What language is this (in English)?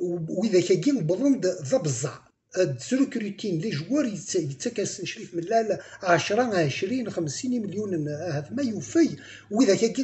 Kabyle